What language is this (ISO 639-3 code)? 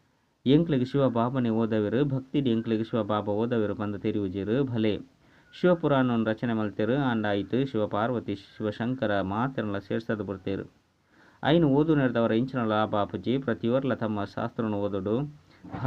tcy